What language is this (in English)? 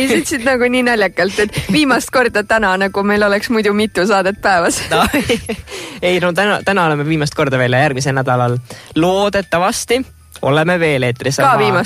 Estonian